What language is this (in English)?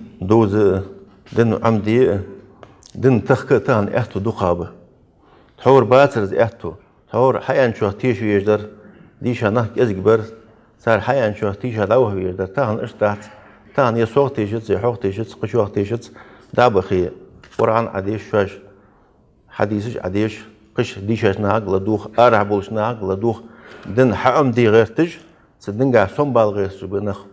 Ingush